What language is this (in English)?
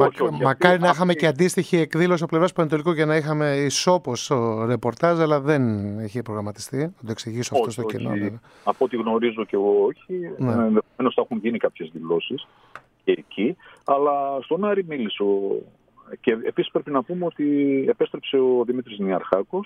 Greek